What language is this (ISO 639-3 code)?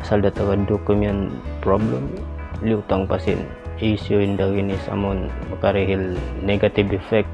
tsg